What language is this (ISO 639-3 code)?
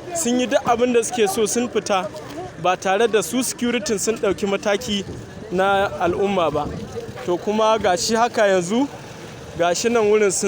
hau